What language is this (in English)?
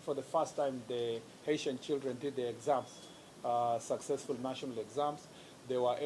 Meru